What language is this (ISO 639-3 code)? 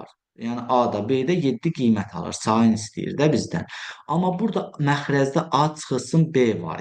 aze